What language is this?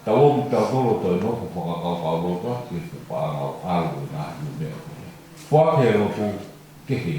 Tongan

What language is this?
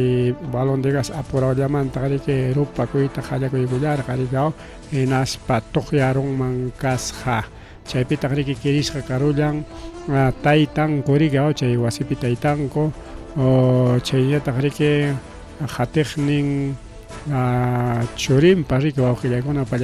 Ayacucho Quechua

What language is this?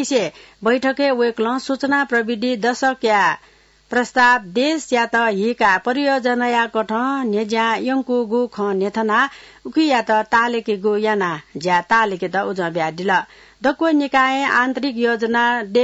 Newari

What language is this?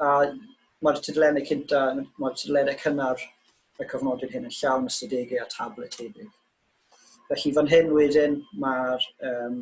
Welsh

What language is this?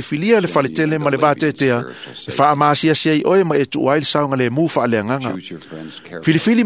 Samoan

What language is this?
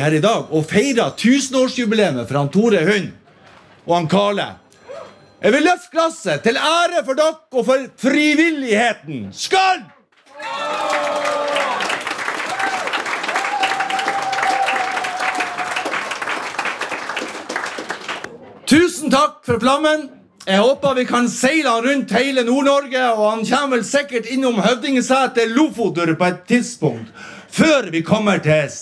Norwegian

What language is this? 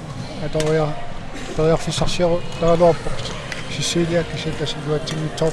Kalaallisut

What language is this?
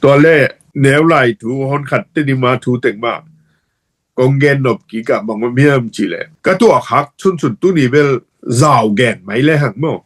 Tedim Chin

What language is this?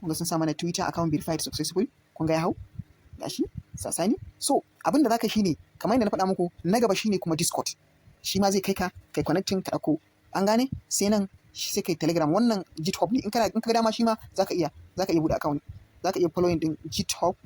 Hausa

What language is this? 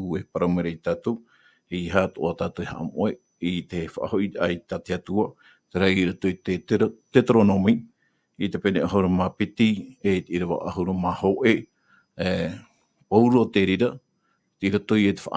Tahitian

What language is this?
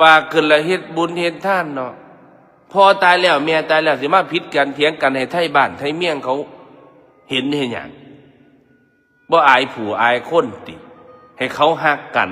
Northeastern Thai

